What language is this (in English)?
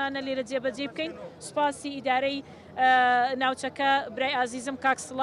Central Kurdish